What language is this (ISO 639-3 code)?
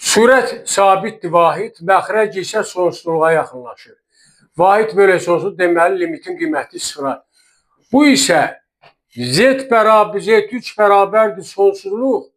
aze